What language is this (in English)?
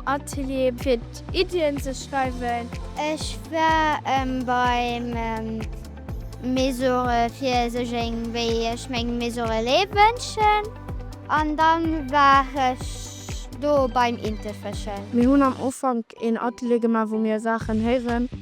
Luxembourgish